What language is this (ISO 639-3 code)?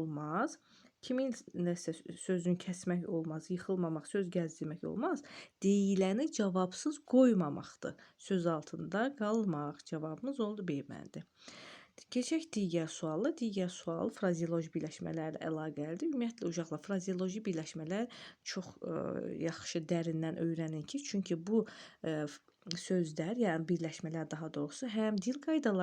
aze